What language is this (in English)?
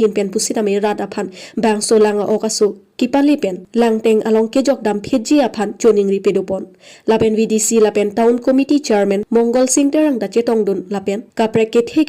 Karbi